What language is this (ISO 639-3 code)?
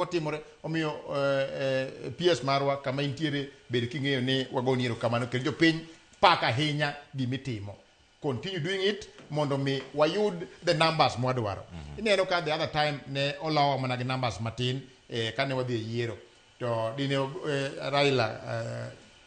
luo